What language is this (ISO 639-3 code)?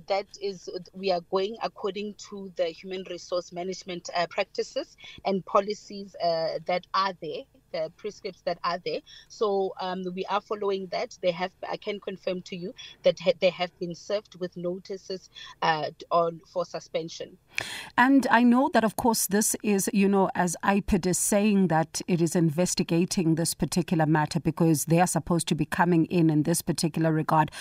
eng